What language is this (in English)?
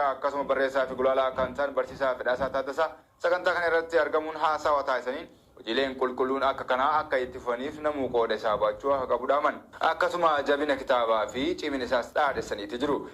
Oromo